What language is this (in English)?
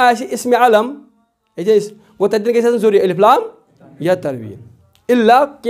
Kashmiri